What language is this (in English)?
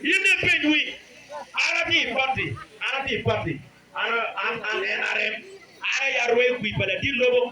Acoli